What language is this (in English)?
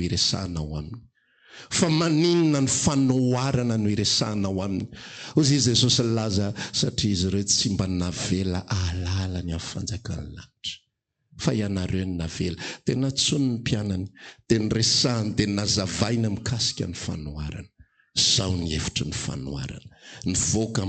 Malagasy